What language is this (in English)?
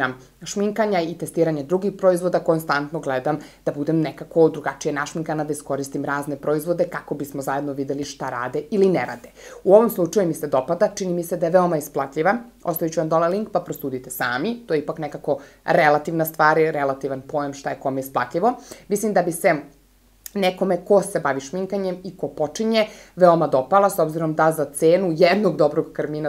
Serbian